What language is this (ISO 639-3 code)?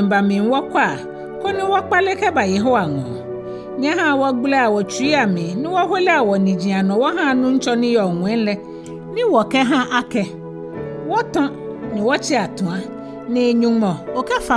gaa